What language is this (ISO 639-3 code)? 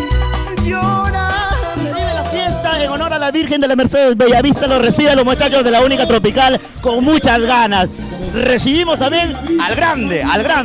spa